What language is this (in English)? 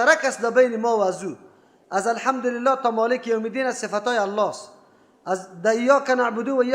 Persian